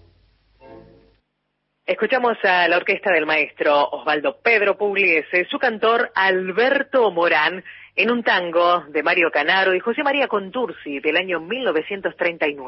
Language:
Spanish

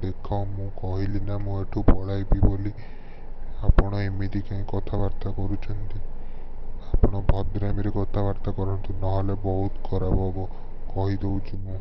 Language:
Odia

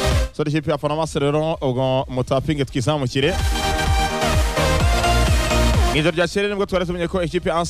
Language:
Kinyarwanda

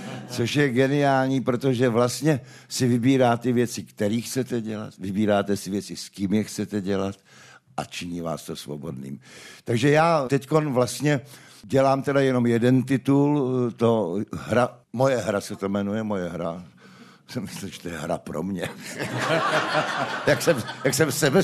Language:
Czech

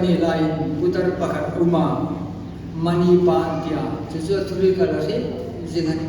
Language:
Hmar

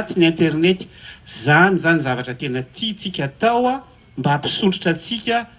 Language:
Malagasy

